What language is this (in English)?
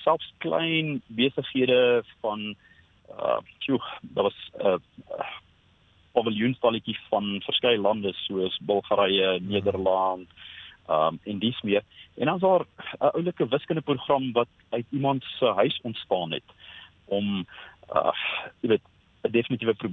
Afrikaans